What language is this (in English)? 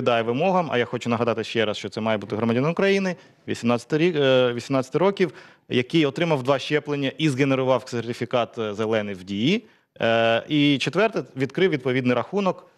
Ukrainian